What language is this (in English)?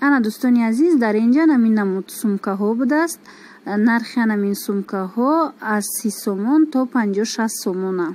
Tajik